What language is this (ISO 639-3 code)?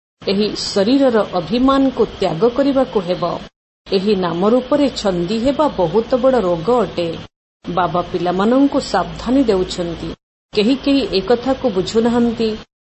ori